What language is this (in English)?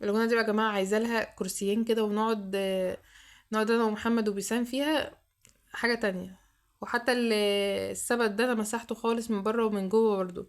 Egyptian Arabic